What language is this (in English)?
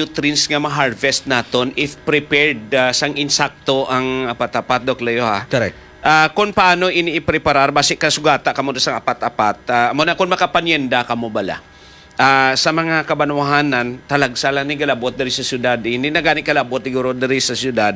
Hiligaynon